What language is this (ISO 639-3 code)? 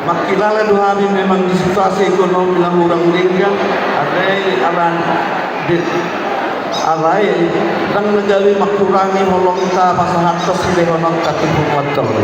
bbc